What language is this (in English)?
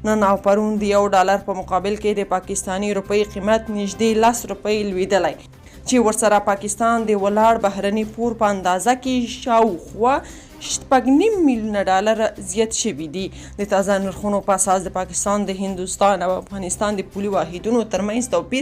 Pashto